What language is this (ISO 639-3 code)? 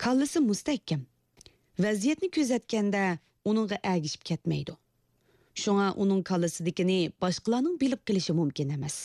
uig